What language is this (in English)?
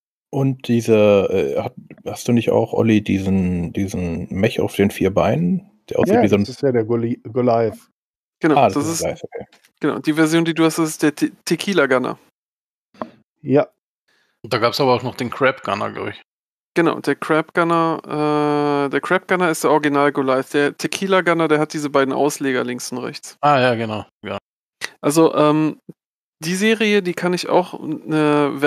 German